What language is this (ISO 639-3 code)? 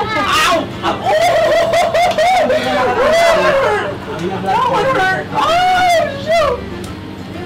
fil